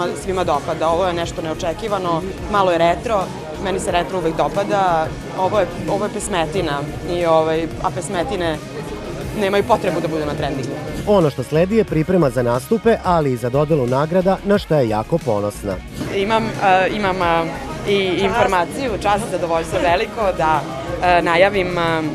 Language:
Serbian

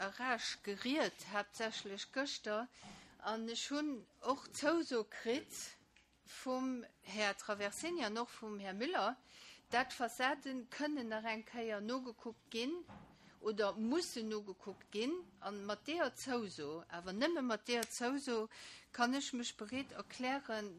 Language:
Luxembourgish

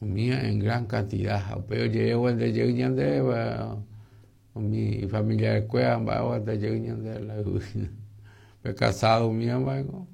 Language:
Guarani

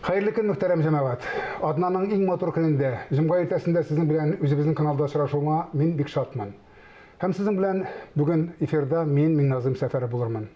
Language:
Tatar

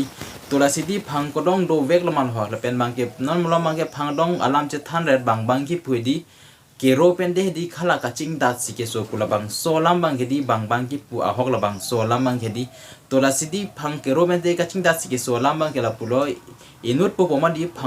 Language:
Karbi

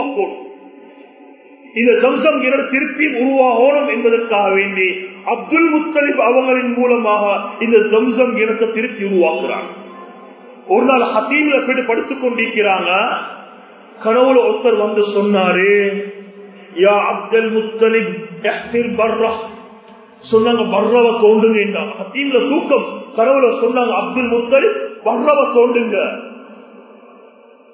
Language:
Tamil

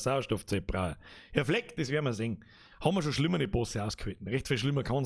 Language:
Bavarian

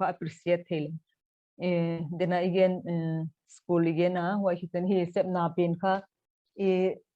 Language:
Paite Chin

